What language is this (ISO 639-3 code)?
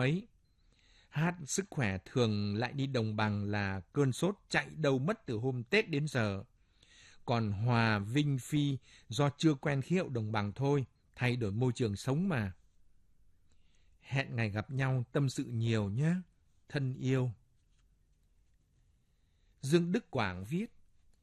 vie